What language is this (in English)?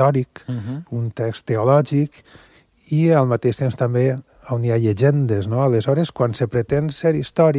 Catalan